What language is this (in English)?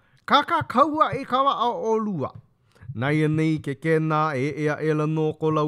Hawaiian